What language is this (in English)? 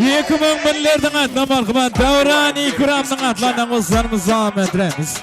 Kara-Kalpak